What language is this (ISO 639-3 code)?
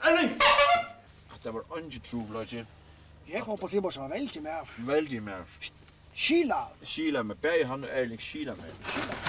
fao